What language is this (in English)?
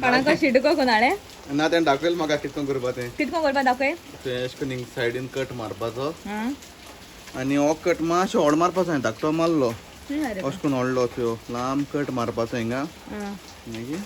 Konkani